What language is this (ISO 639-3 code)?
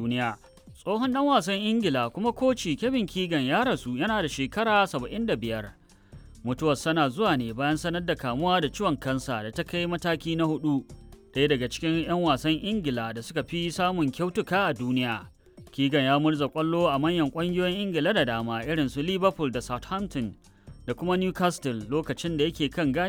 hau